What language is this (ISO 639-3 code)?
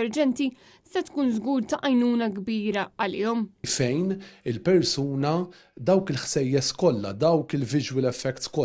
mlt